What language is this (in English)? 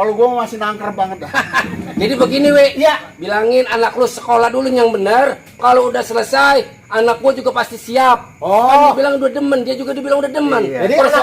Betawi